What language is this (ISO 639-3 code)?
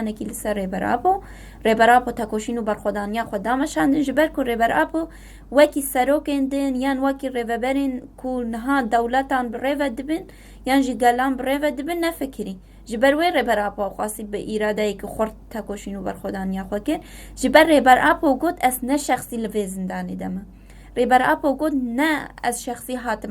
kur